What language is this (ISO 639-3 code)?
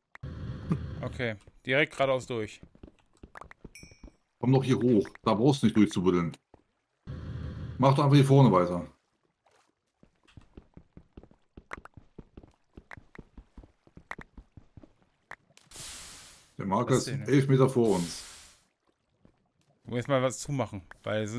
deu